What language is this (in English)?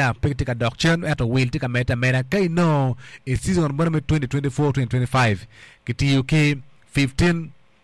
Acoli